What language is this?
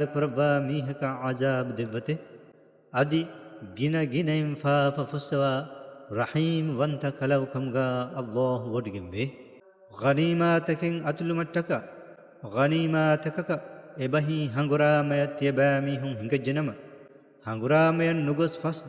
Divehi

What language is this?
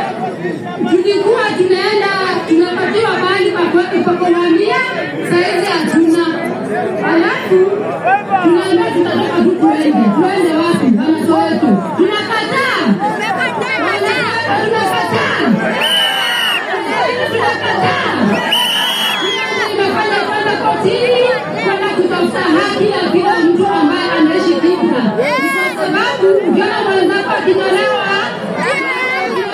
Swahili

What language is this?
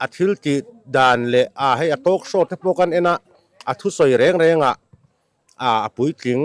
Mizo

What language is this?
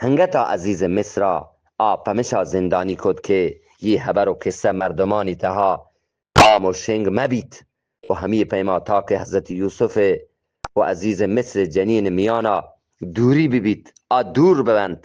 Eastern Balochi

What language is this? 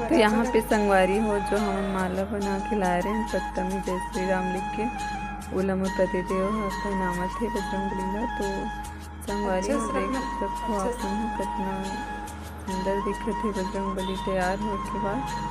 Chhattisgarhi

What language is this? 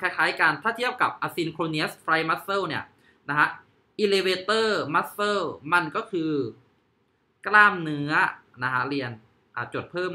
Thai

